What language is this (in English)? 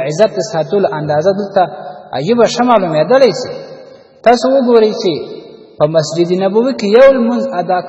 Pashto